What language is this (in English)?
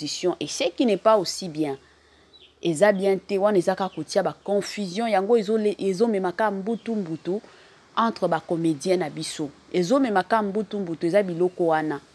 Lingala